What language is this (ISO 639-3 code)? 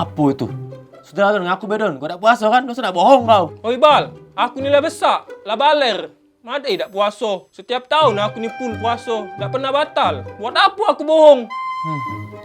mui